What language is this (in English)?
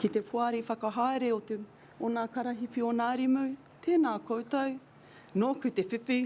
Māori